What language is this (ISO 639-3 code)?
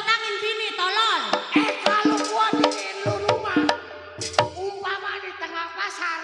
bew